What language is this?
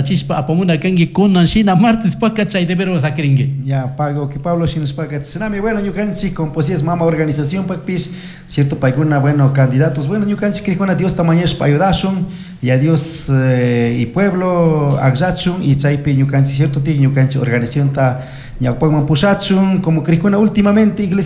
Chimborazo Highland Quichua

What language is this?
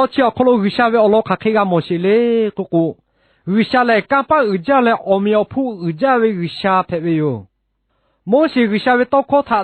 Lahu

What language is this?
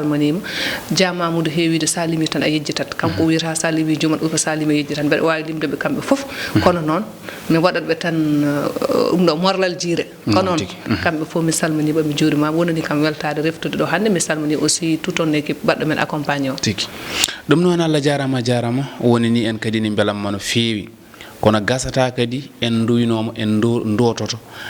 Fula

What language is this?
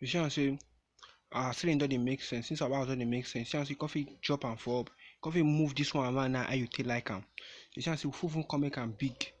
Nigerian Pidgin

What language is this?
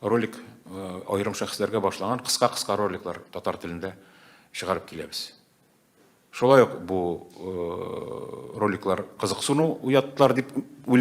Tatar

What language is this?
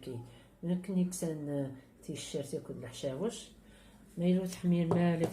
Kabyle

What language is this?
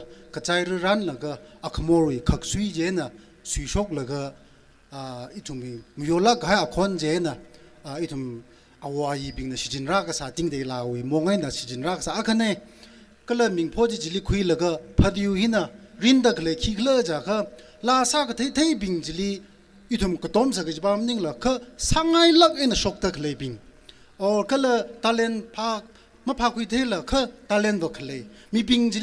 Tangkhul Naga (India)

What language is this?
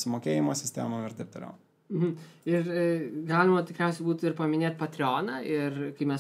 Lithuanian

